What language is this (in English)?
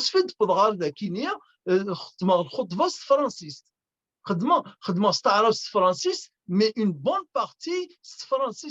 Kabyle